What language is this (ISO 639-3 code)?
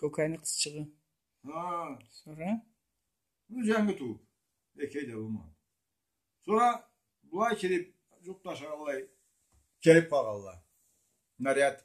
krc